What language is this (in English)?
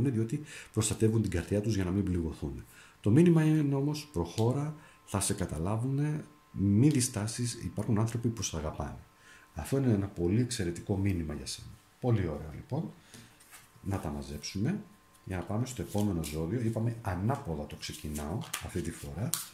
Greek